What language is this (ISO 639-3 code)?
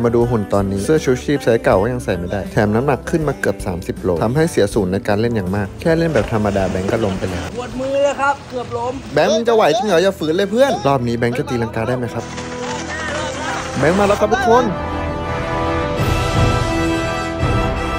tha